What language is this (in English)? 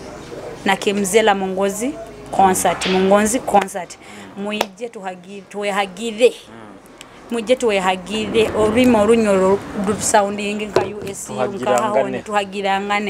Nyoro